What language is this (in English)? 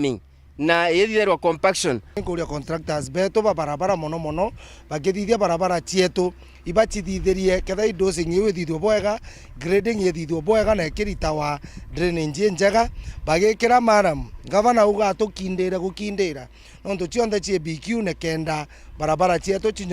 Meru